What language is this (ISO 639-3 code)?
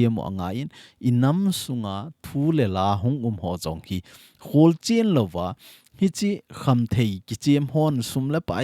tcz